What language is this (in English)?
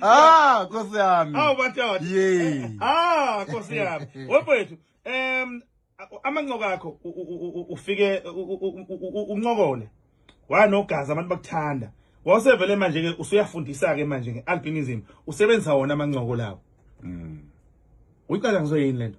Zulu